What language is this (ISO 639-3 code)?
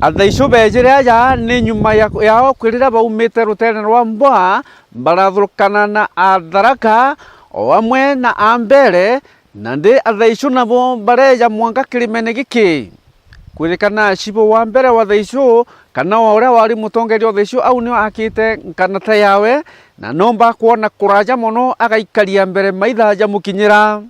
mer